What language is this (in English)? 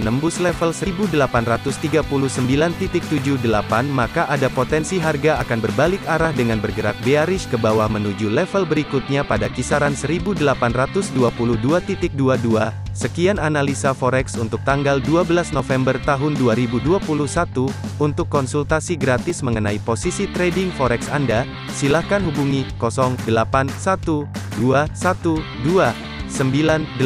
Indonesian